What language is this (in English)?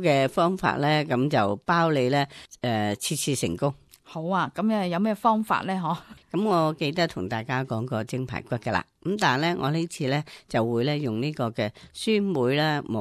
Cantonese